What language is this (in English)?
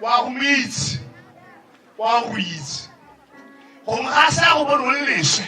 Tswana